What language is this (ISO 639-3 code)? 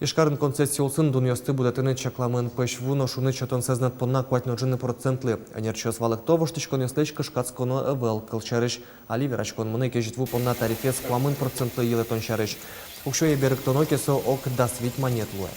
udm